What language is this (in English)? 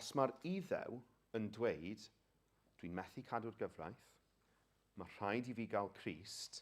Welsh